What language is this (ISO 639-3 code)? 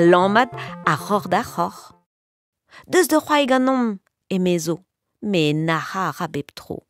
bre